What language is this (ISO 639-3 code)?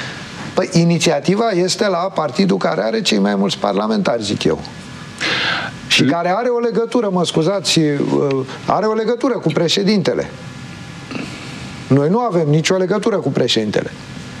ron